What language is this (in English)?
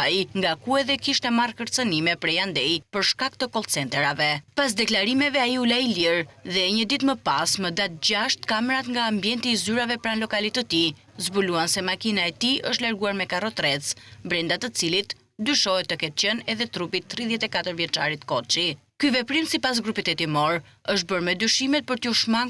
Albanian